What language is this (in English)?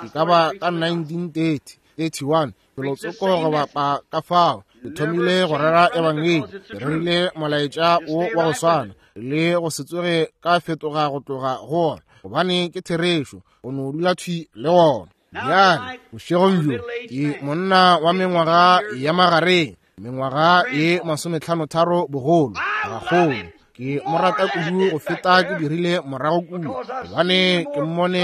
Northern Sotho